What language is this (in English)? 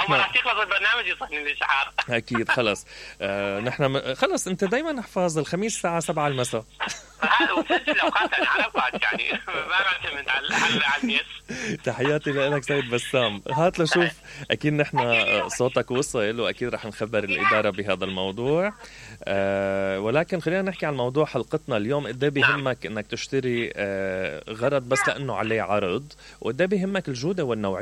Mesopotamian Arabic